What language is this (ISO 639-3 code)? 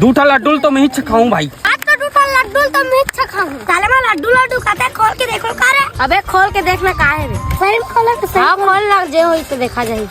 hne